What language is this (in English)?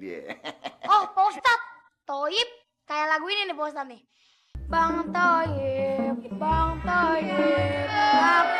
Betawi